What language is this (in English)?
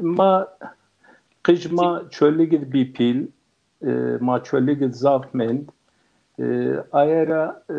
Zaza